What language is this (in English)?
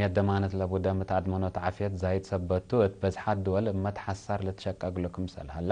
Tigre